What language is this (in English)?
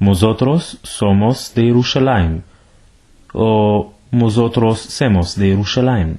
Ladino